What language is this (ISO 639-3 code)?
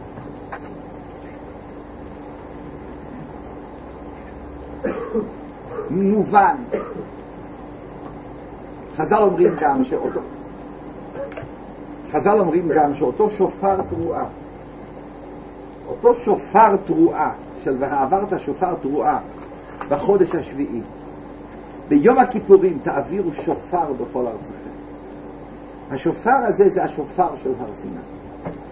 heb